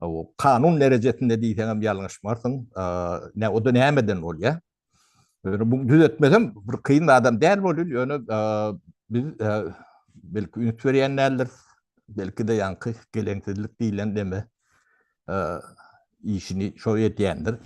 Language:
Turkmen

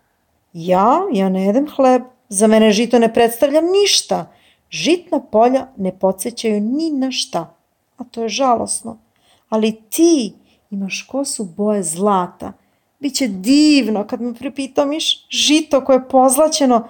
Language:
Serbian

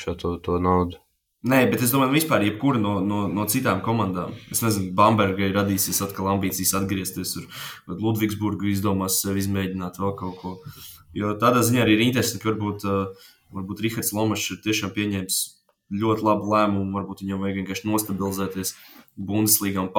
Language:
Latvian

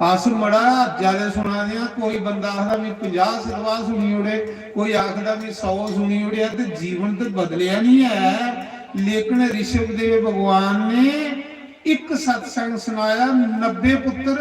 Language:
Dogri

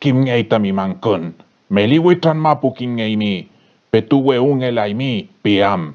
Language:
Mapuche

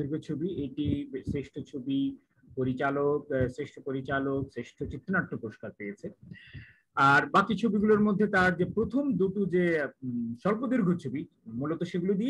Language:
Bangla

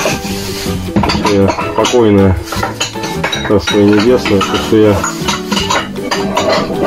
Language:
Russian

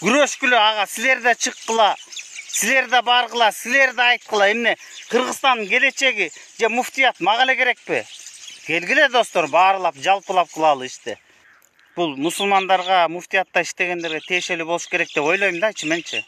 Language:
Kyrgyz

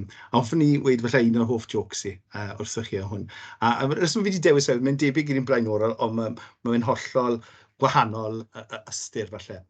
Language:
Welsh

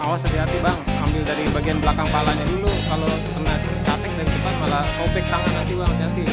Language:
Betawi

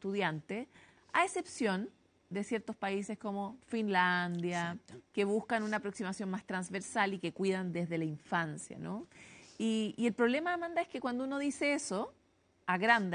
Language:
Spanish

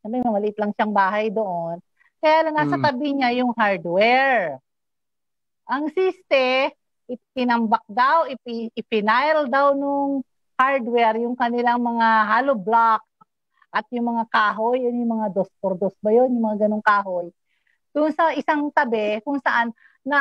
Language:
Filipino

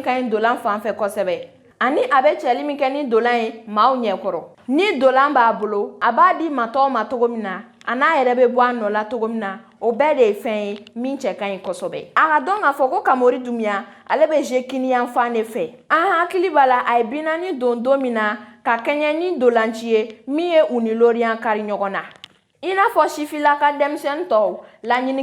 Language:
Bambara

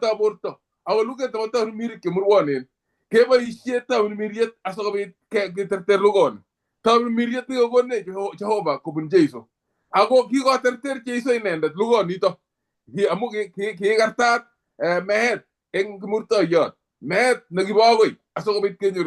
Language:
Kalenjin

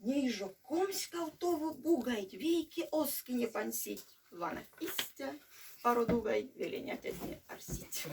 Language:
Erzya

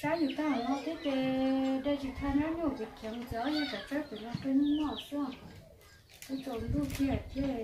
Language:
Hmong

